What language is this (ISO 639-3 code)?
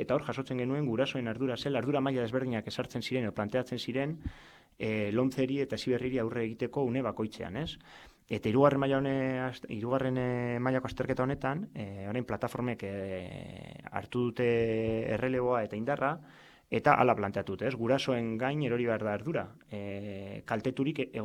eus